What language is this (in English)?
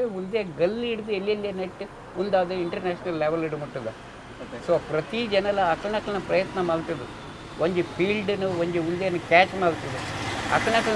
Tulu